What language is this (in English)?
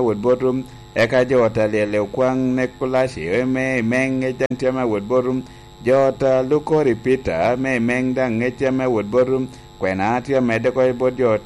Lango (Uganda)